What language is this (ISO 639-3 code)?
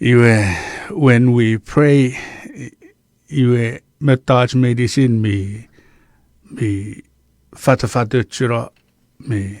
chk